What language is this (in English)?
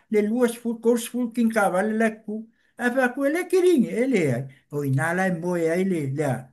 Samoan